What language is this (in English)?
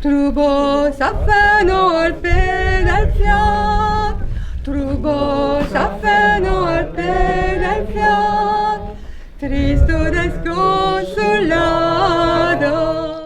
Occitan